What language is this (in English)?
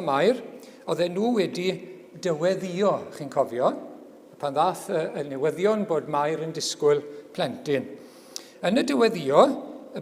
Welsh